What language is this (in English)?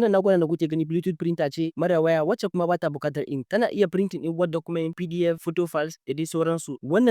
Hausa